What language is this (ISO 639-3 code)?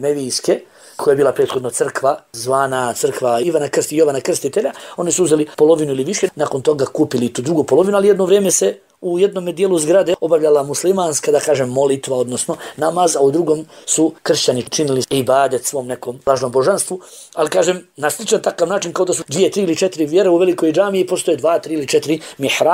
bos